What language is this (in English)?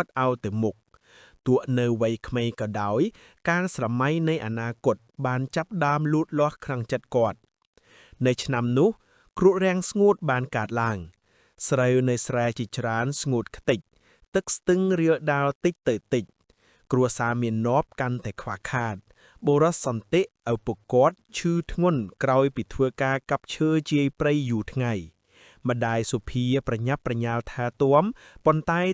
Khmer